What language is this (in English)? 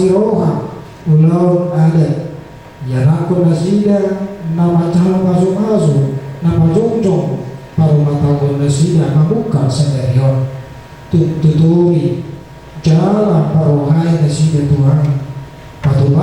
Batak Toba